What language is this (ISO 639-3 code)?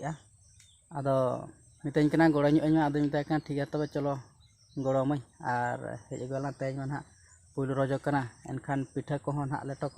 sat